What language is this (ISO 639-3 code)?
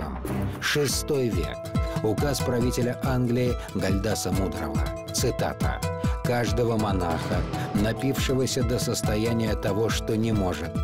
rus